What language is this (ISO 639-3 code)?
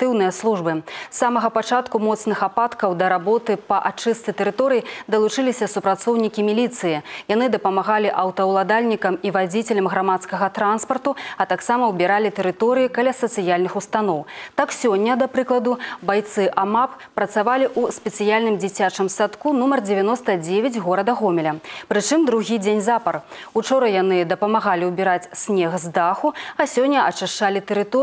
bel